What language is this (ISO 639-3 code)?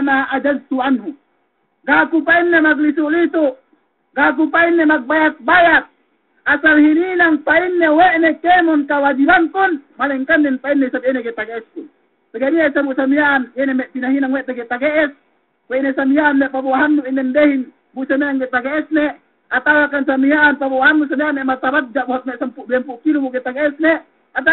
yka